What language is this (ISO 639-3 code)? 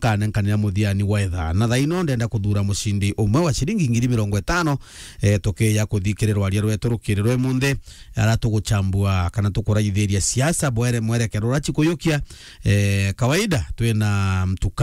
mer